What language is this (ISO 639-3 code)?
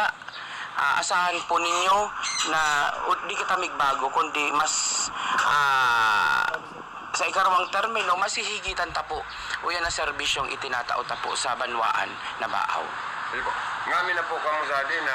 bik